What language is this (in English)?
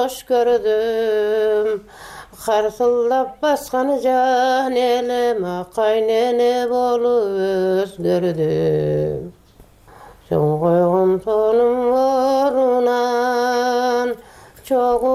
Kyrgyz